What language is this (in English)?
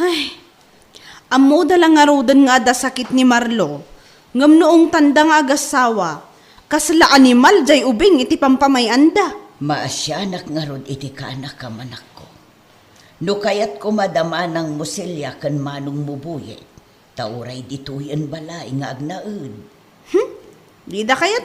Iloko